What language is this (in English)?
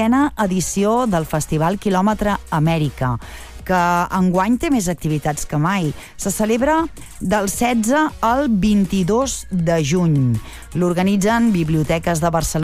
Catalan